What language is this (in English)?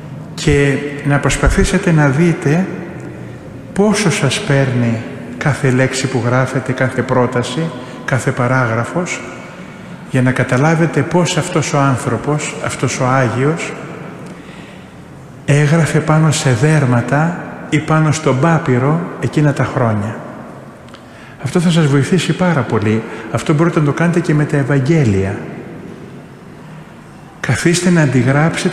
Greek